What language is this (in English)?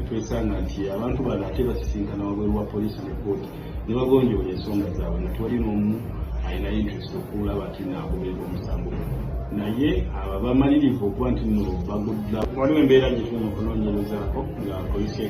Ganda